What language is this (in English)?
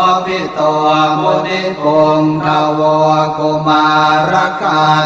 Pali